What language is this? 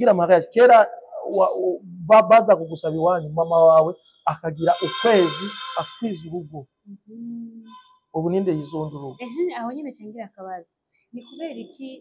Rundi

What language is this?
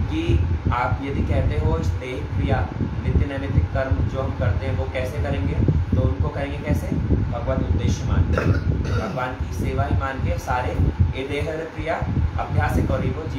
Hindi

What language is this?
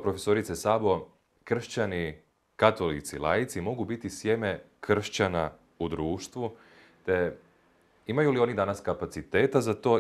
Croatian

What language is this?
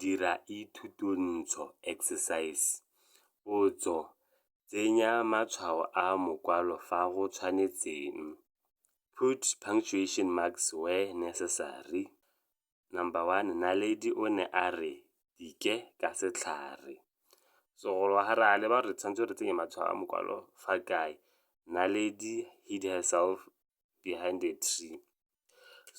Tswana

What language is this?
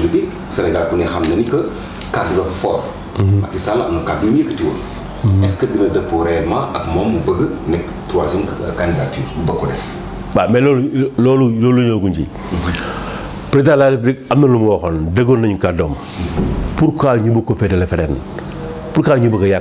Wolof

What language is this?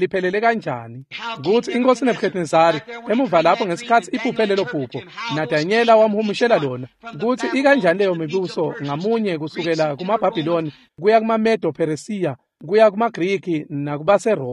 Swati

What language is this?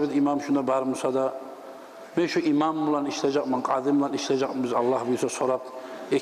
Kumyk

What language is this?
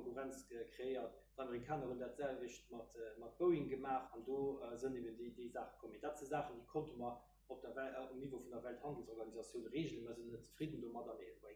Luxembourgish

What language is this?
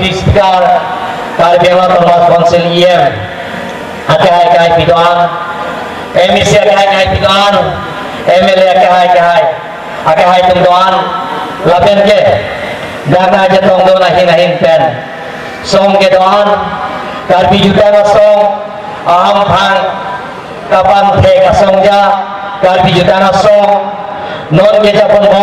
Karbi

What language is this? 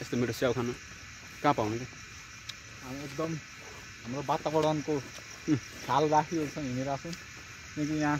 Nepali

